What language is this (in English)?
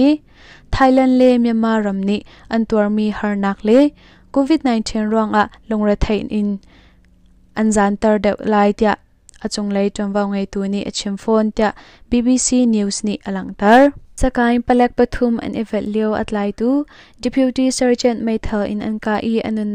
Hakha Chin